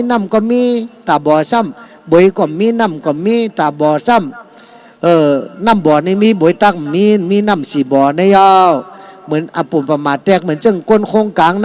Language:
Shan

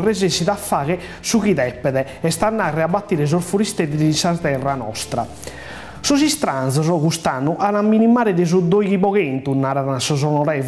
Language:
Sardinian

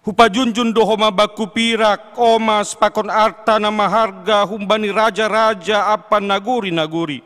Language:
Batak Simalungun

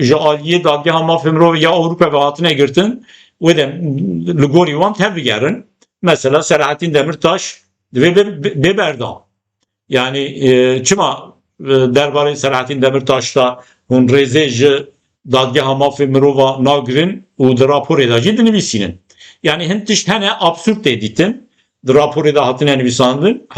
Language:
Kurdish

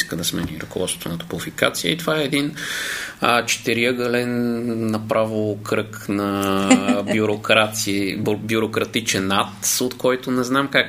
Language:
Bulgarian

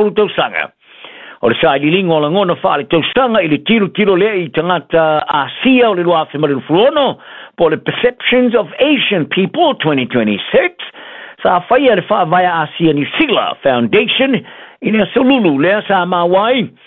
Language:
Samoan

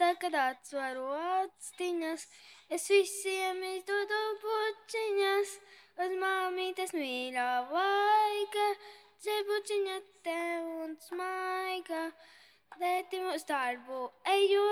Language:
Latvian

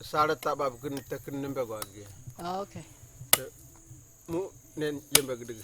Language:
Kamasau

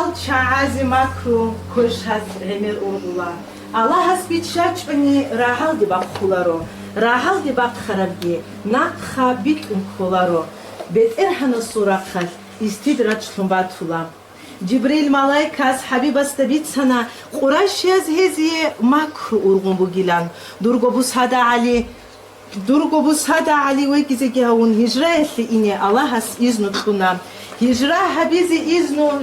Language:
Avaric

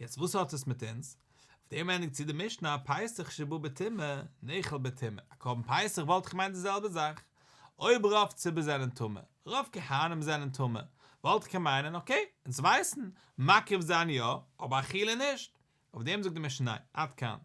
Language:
Yiddish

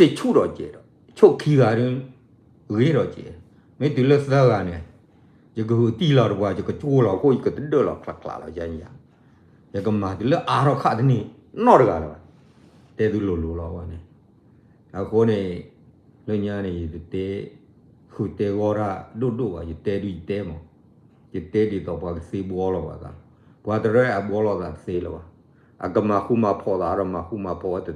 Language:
S'gaw Karen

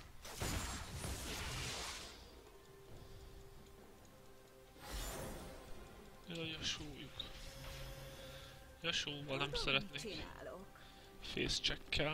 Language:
Hungarian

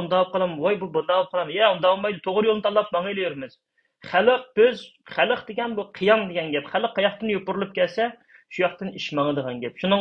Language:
Uyghur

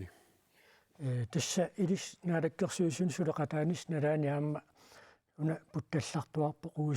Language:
Kalaallisut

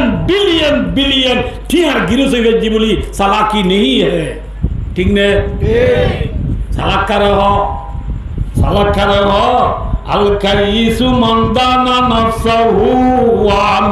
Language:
Rohingya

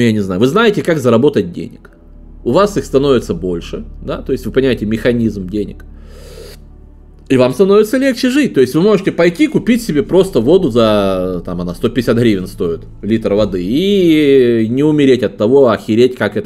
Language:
Russian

